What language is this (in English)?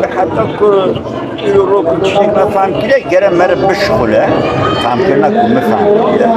Kurdish